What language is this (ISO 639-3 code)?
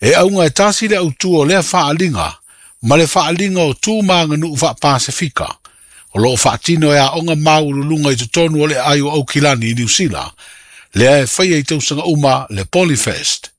smo